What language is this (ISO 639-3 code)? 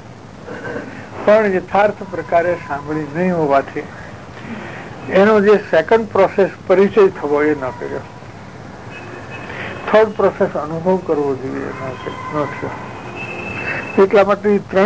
guj